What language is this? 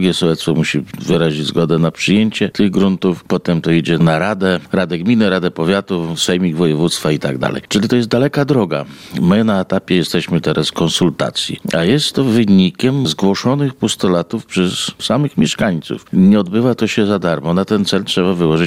Polish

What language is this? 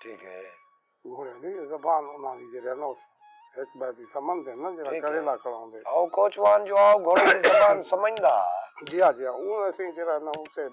Saraiki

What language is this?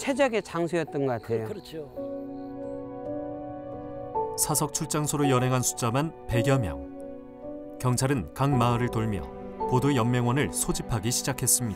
Korean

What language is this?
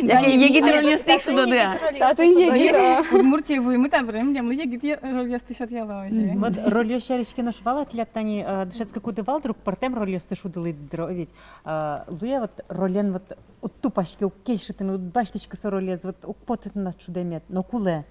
Udmurt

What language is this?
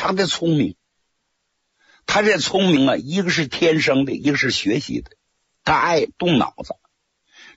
Chinese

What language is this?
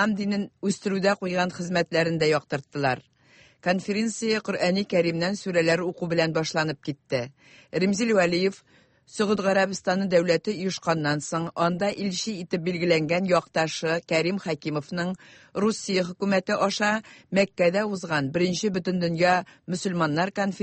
Tatar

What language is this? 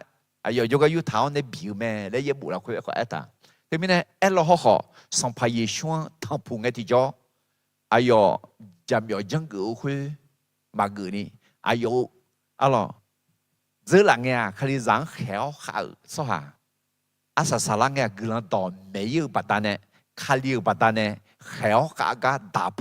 Akha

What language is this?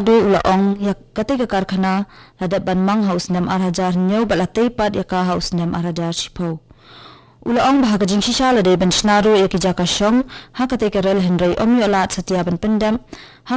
Khasi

